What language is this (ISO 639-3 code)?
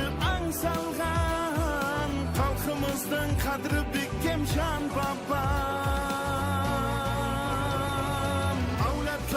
kaa